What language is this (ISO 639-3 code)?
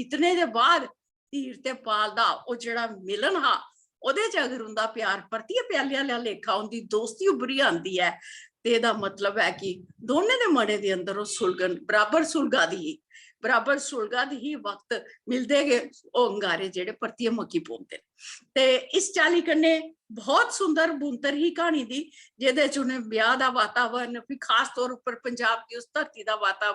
doi